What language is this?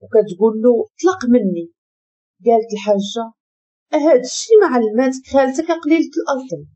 Moroccan Arabic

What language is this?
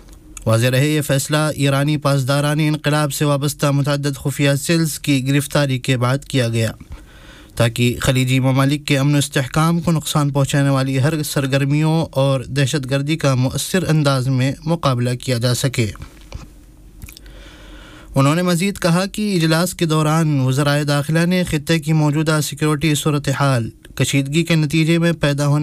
Urdu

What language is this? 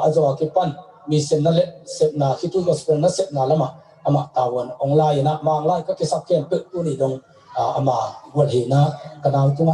Tedim Chin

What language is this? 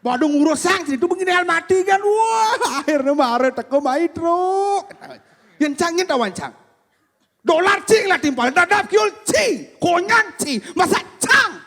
Balinese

